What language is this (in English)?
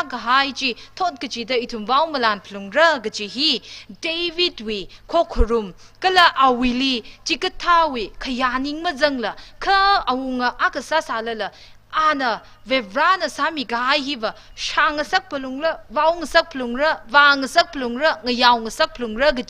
Tangkhul Naga (India)